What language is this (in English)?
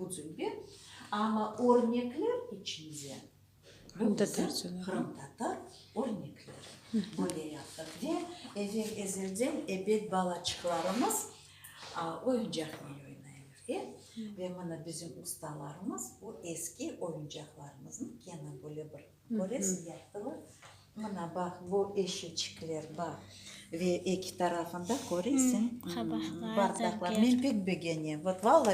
Crimean Tatar